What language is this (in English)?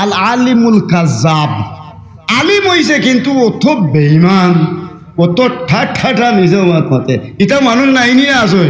Sylheti